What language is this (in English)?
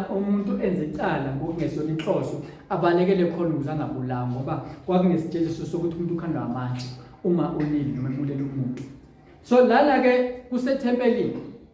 Zulu